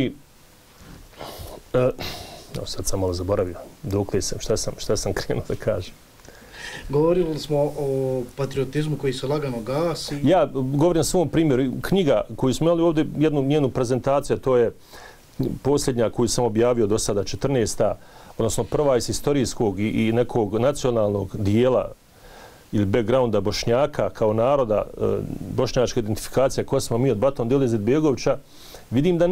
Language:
Bosnian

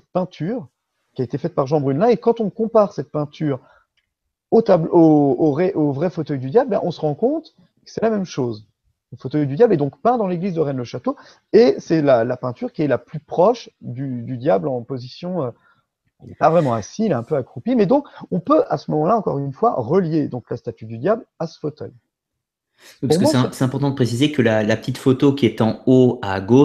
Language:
French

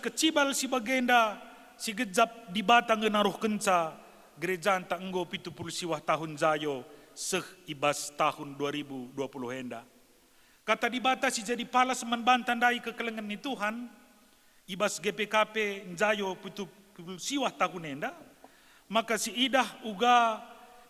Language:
Batak Karo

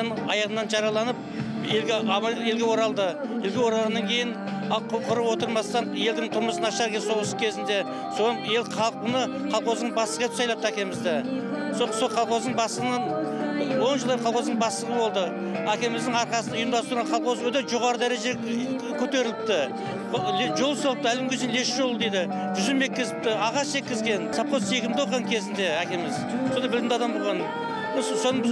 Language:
Kazakh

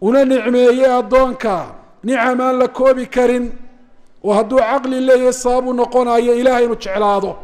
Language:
Somali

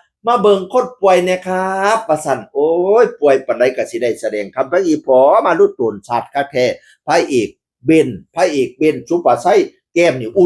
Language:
Northeastern Thai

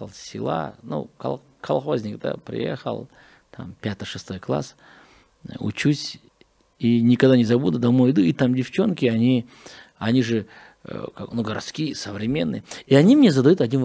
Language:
Russian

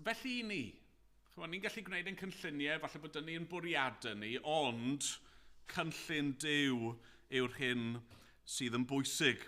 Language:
Welsh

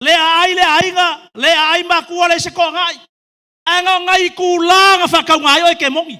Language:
Samoan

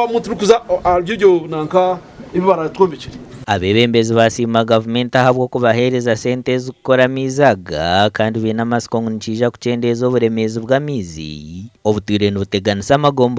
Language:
Nyankole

